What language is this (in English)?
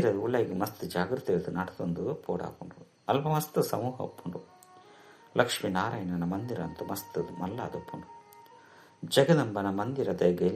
Tulu